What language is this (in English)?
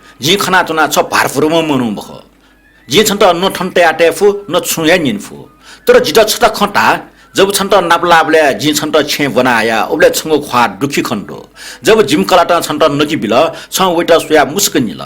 Newari